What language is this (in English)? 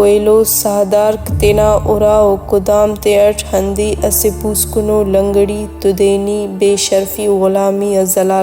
Brahui